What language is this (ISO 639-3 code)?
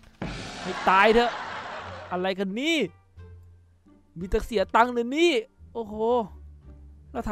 tha